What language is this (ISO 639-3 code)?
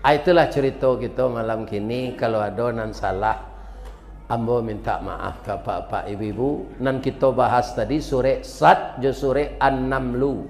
min